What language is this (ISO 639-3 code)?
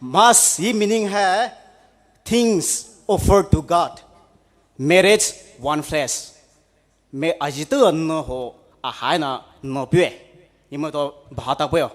pmx